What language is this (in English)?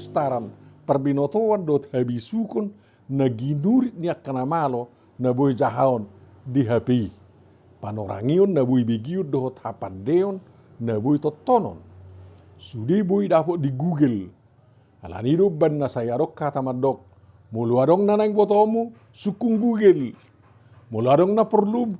Batak Toba